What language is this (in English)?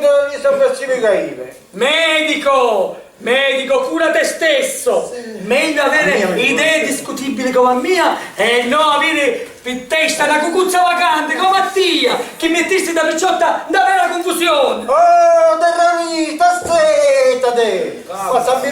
Sicilian